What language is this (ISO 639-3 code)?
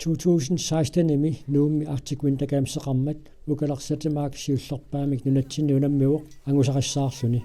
kal